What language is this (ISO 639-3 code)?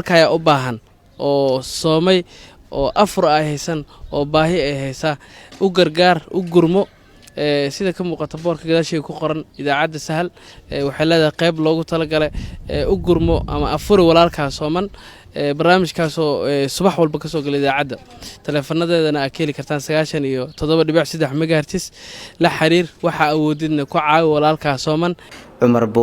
som